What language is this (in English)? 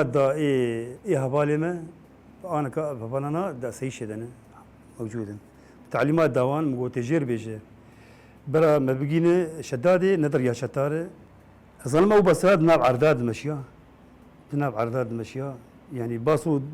Kurdish